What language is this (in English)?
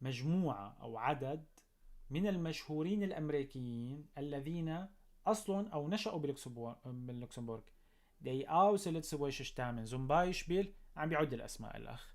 North Levantine Arabic